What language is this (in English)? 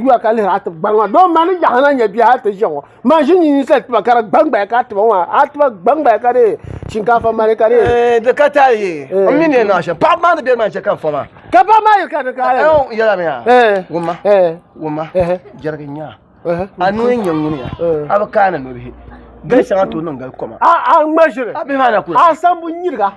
Dagbani